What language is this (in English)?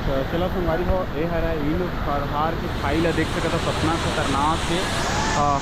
Chhattisgarhi